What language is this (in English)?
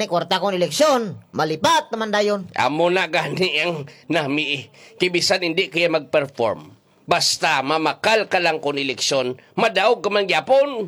Hiligaynon